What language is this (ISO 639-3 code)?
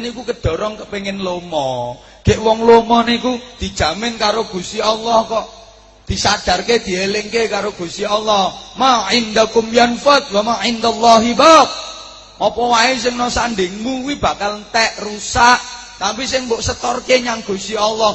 jav